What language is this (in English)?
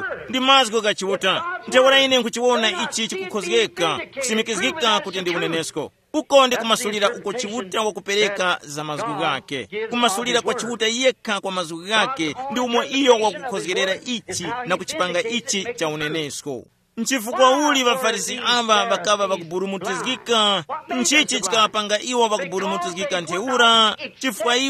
Tumbuka